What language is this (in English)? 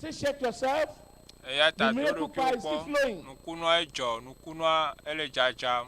Ewe